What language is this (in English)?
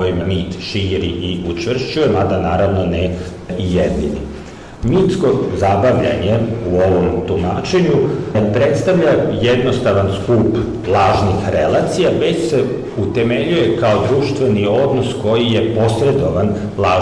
Serbian